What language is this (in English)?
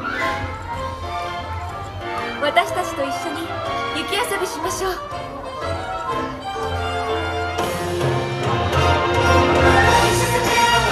Japanese